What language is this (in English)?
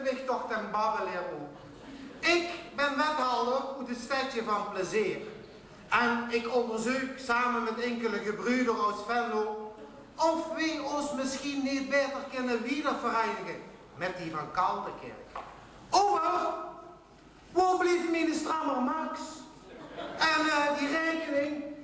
Limburgish